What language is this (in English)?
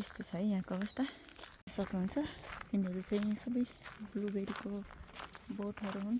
Nepali